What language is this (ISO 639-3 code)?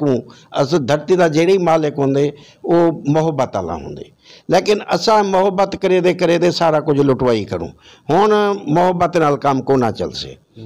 skr